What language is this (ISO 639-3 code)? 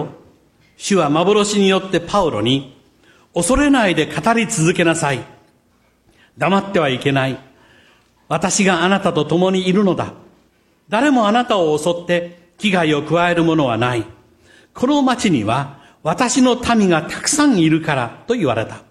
jpn